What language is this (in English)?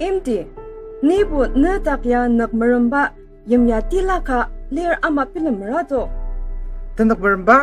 Ao Naga